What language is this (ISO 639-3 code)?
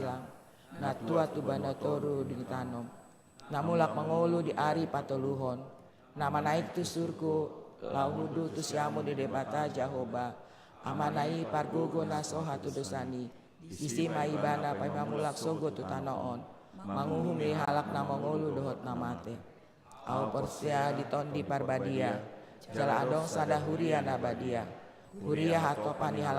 bbc